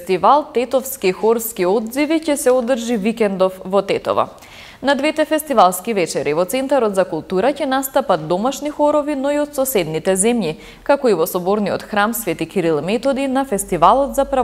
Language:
Macedonian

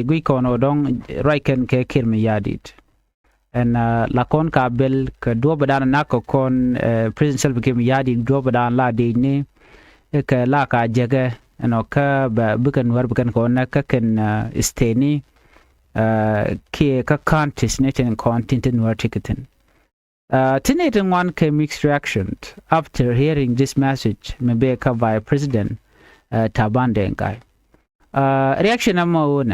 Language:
Nuer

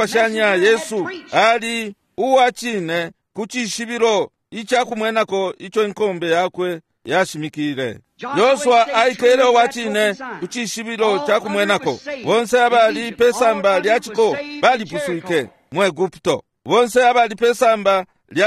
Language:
Bemba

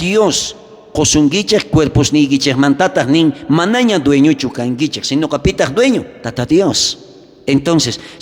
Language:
South Bolivian Quechua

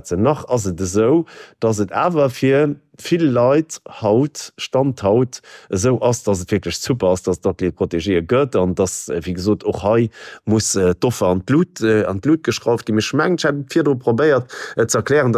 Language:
Luxembourgish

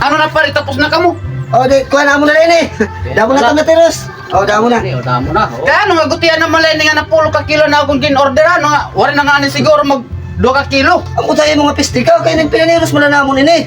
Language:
Waray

